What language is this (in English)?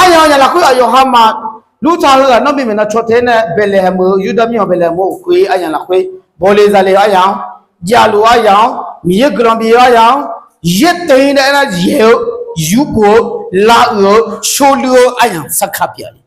Akha